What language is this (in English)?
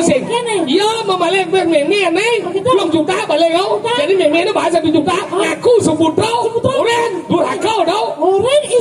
Balinese